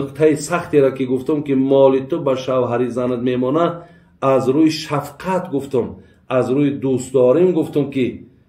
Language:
Tajik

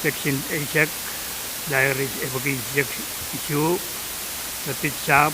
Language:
Pohnpeian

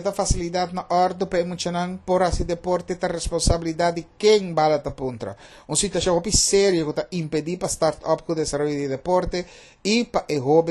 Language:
Papiamento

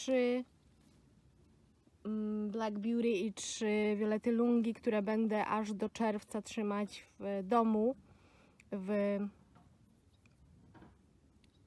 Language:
Polish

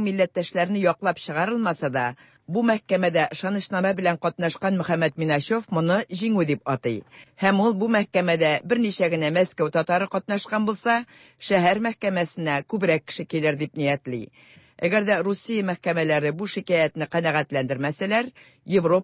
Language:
Tatar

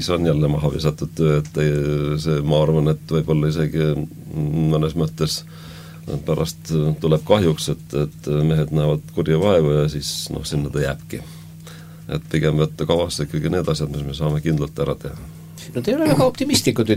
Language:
Estonian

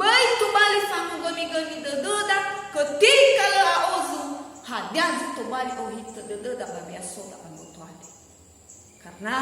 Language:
Nias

